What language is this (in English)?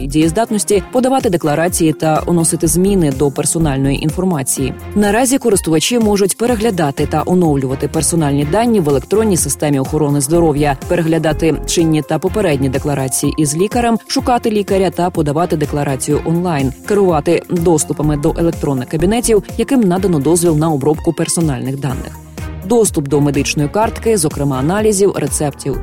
Ukrainian